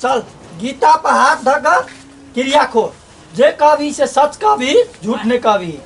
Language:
Maithili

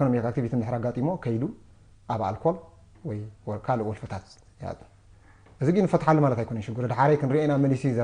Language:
Tigrinya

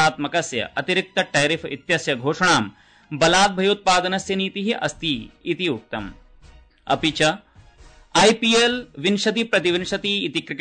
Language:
Sanskrit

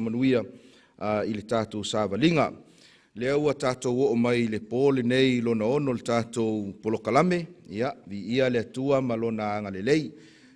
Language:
Samoan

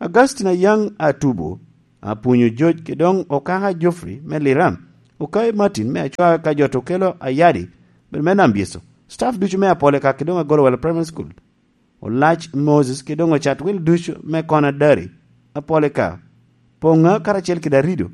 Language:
Lango (Uganda)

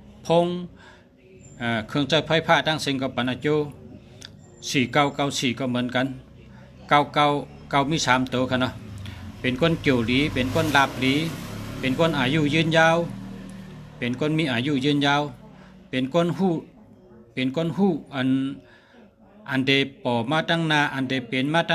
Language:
Shan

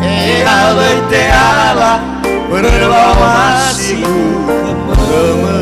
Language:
Nias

